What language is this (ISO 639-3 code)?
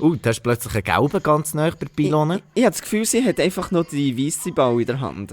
gsw